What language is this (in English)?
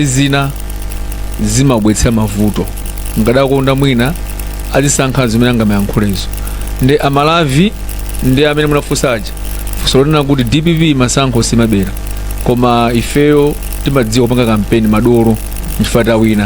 Nyanja